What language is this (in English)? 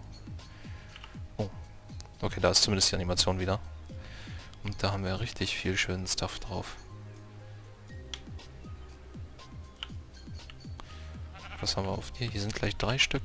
German